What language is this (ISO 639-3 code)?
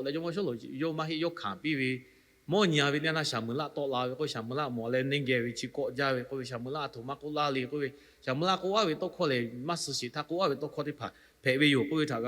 lhu